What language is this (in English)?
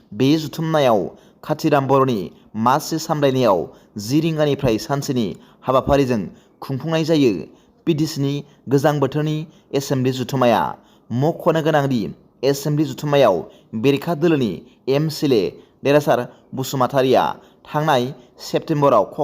Bodo